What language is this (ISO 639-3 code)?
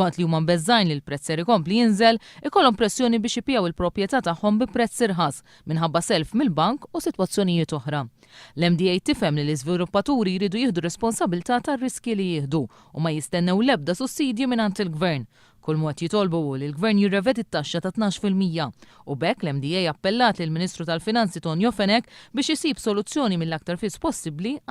mlt